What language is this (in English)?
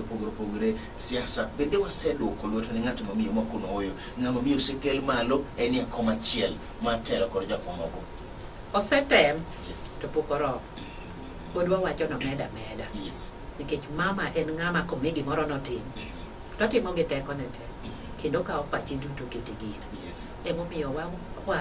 Luo (Kenya and Tanzania)